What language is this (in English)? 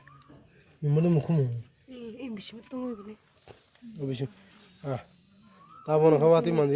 Kok Borok